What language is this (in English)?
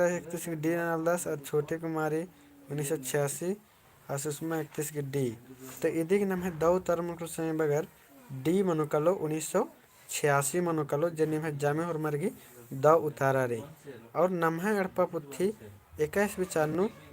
Kurukh